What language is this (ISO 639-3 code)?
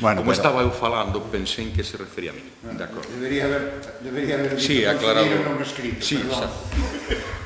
glg